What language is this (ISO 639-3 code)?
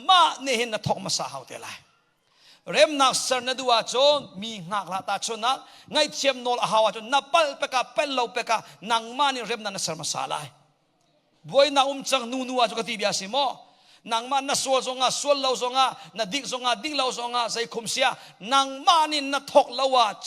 cnh